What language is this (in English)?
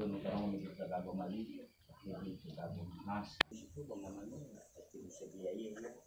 Nias